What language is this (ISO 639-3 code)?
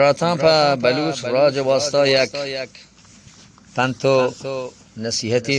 bgp